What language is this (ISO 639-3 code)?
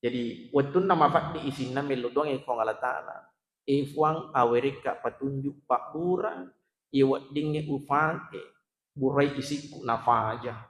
bug